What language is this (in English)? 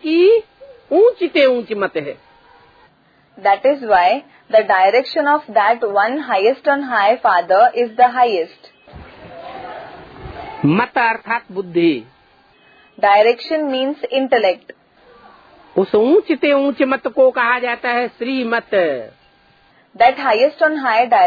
Hindi